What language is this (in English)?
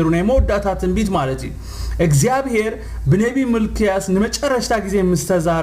Tigrinya